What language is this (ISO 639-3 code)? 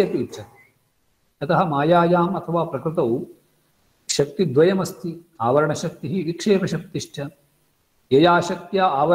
san